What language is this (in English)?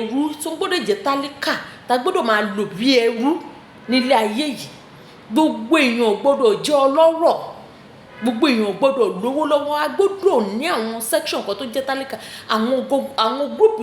Yoruba